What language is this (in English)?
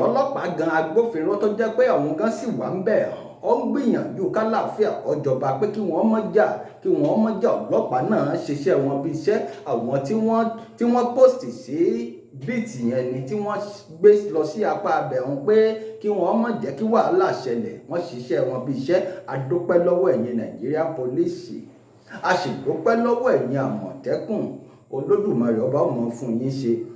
Yoruba